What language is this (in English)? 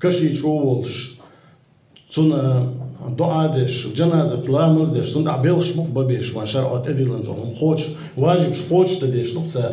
Chechen